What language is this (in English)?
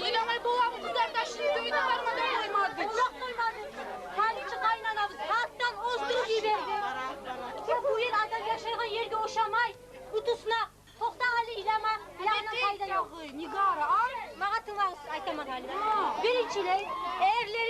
Kumyk